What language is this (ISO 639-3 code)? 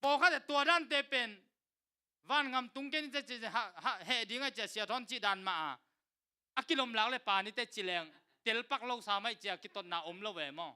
ctd